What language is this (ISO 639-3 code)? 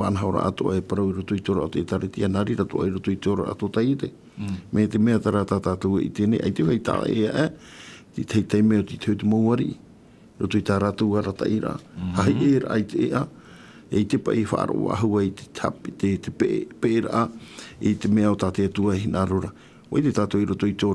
tah